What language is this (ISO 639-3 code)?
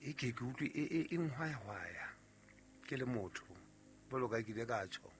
sot